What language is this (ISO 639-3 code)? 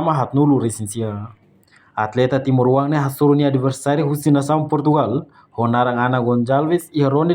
tet